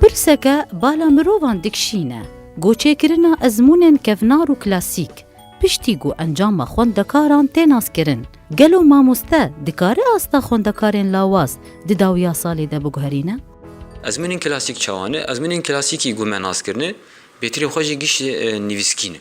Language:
Kurdish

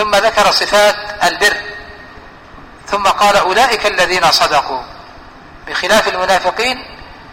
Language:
Arabic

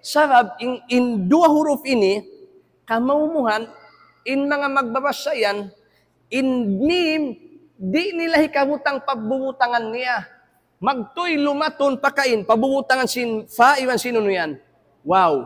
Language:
Tausug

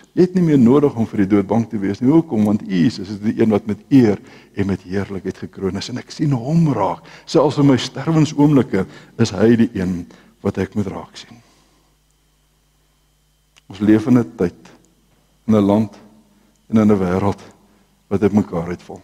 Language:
Afrikaans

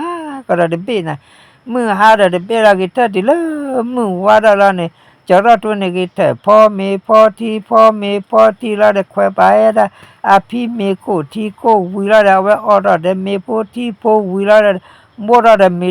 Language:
S'gaw Karen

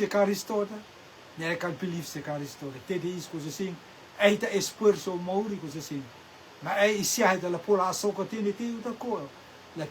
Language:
Rotuman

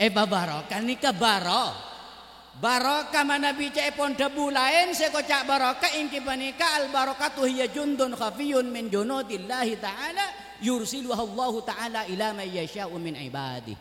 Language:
Madurese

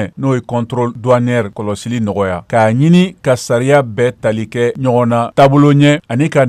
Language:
Bambara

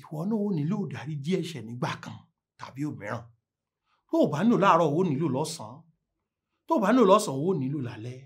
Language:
Yoruba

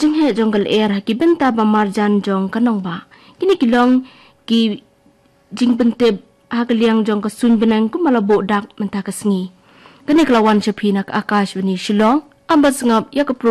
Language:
Khasi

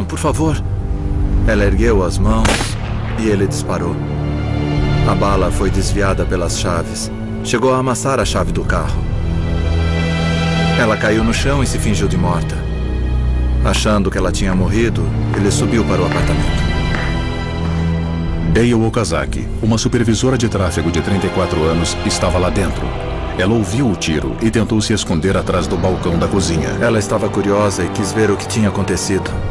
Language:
Portuguese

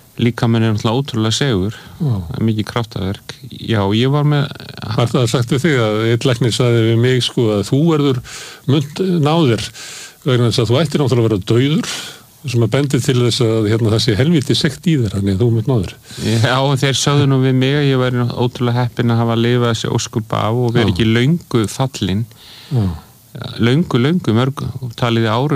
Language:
Icelandic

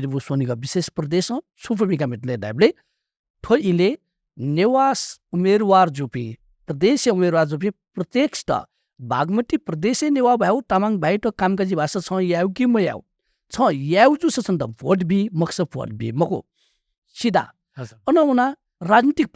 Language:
Newari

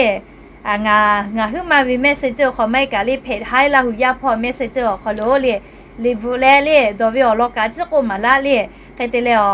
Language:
Lahu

